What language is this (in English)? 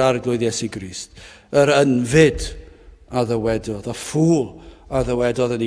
Welsh